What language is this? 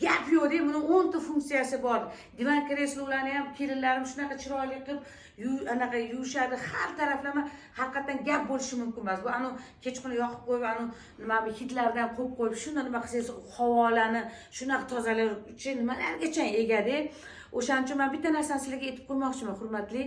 Uzbek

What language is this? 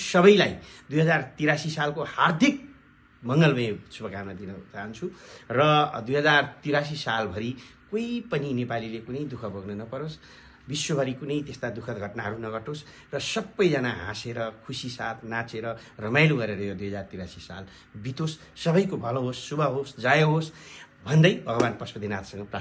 Nepali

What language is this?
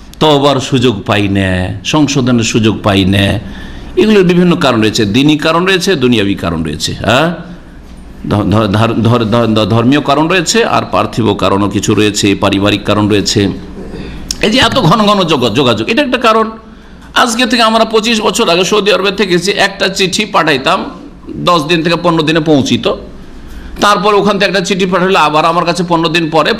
Bangla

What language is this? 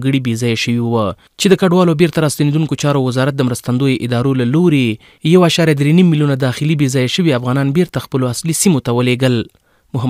Pashto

